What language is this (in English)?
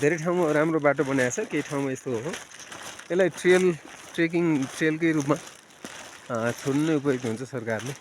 Nepali